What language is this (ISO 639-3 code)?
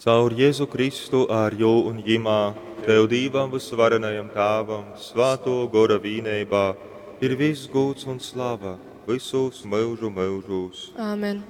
ltg